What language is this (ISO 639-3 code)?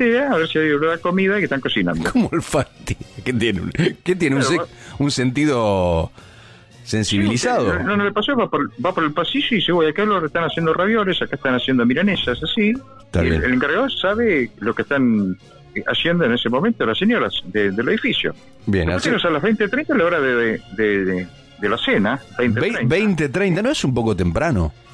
spa